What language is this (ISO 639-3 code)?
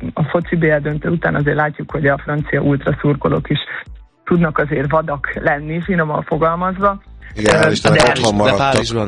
hun